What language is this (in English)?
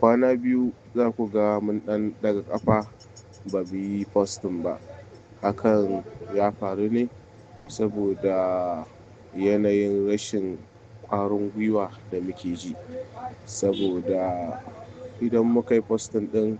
Hausa